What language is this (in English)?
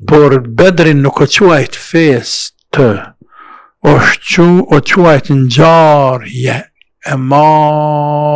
Albanian